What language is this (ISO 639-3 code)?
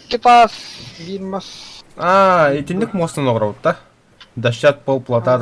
sah